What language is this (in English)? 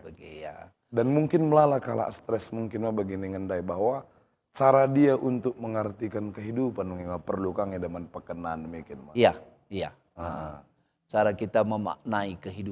Batak Karo